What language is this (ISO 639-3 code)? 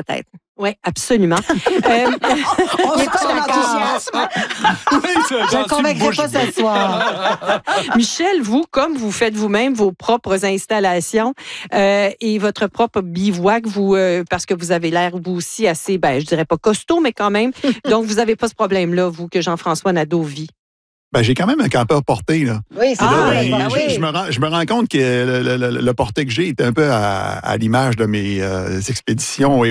fra